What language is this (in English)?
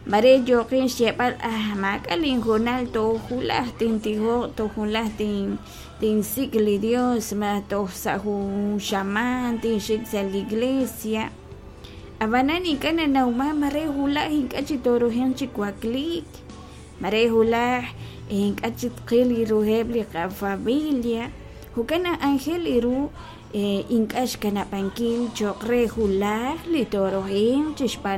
Kekchí